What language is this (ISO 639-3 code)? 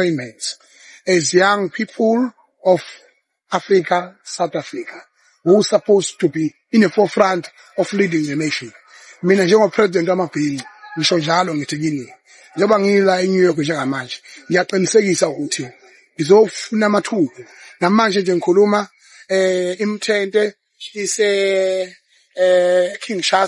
zul